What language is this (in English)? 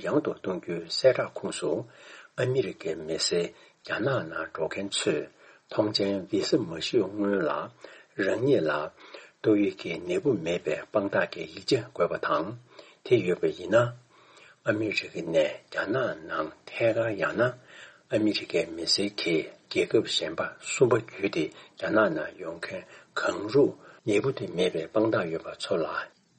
Tibetan